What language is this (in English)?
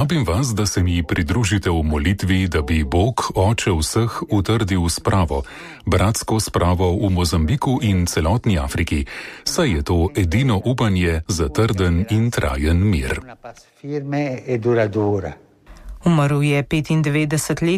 Slovenian